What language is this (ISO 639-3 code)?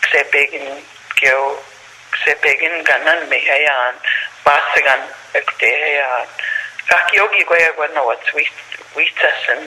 crk